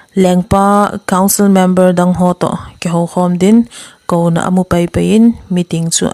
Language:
Thado Chin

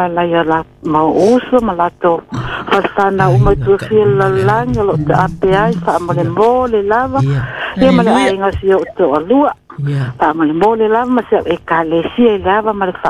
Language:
Samoan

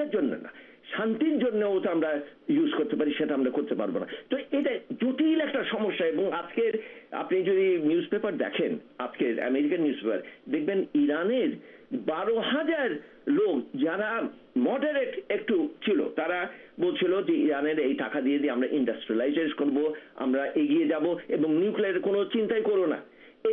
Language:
Bangla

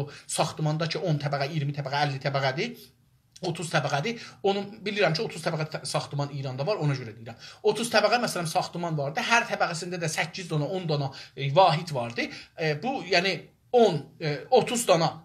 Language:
South Azerbaijani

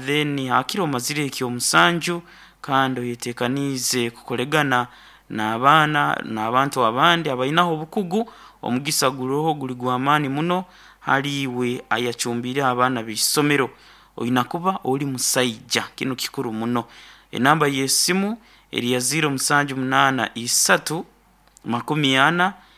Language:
Nyoro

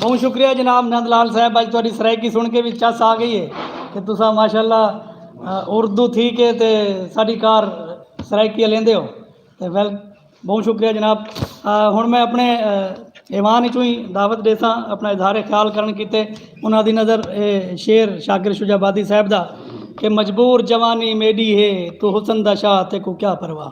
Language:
Saraiki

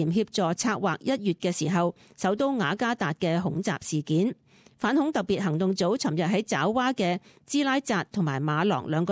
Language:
Cantonese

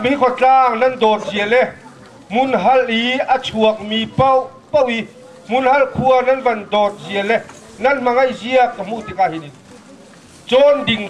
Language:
Hakha Chin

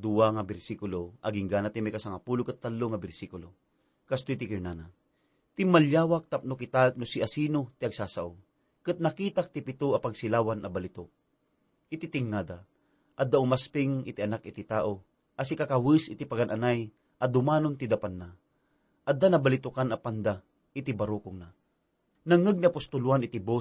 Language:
Iloko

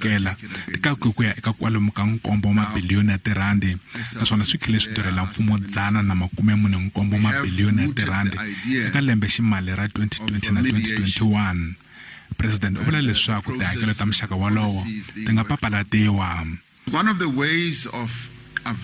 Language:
Tsonga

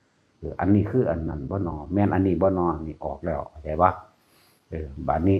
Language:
Northeastern Thai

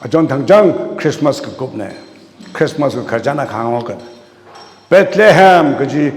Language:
Tangkhul Naga (India)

